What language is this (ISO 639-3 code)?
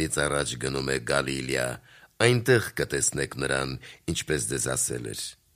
hye